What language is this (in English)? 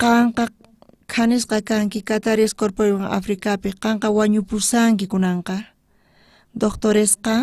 South Bolivian Quechua